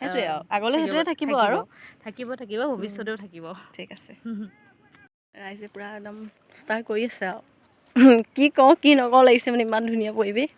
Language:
Assamese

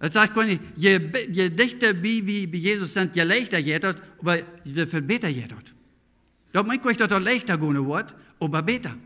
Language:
Plautdietsch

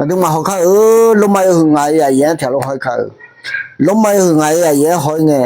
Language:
Akha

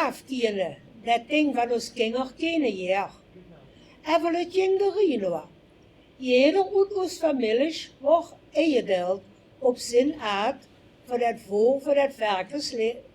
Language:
Limburgish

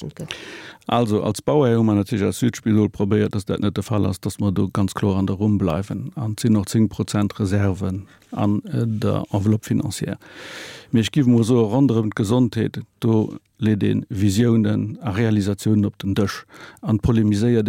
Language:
Luxembourgish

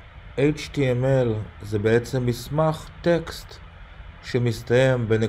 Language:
Hebrew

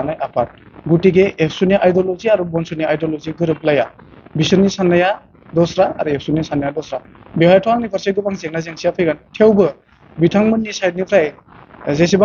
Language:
Bodo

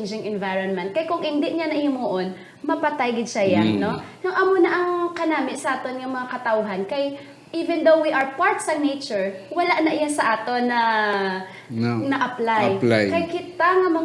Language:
Hiligaynon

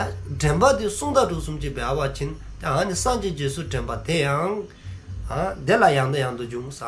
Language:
Dzongkha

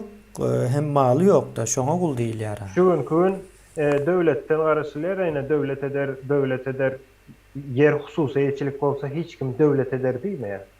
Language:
Turkmen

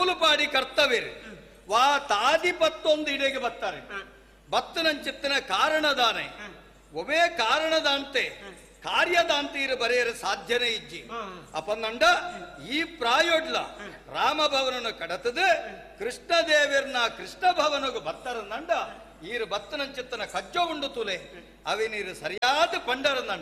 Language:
Tulu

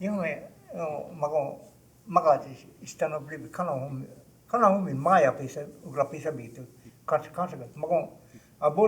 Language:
Choctaw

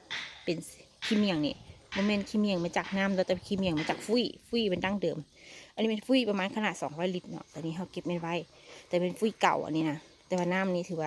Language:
Lao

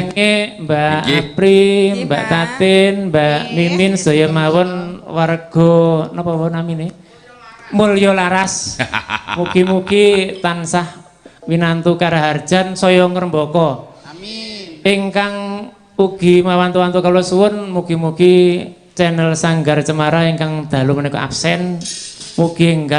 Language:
Javanese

